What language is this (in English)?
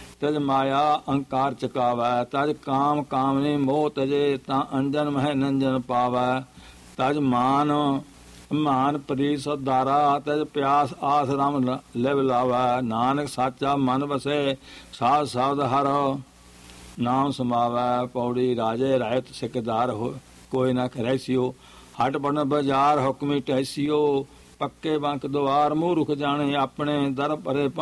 Punjabi